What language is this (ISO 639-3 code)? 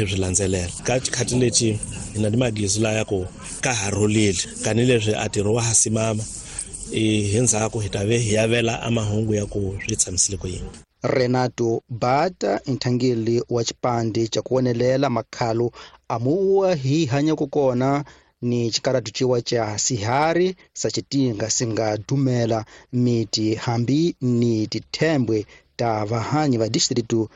tso